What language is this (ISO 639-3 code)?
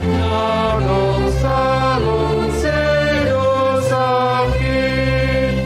bts